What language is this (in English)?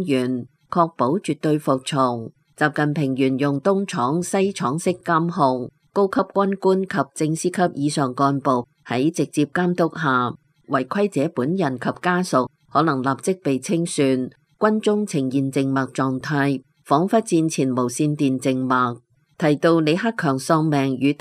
Cantonese